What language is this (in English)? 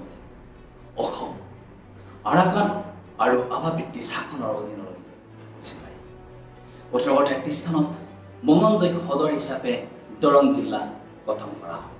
Assamese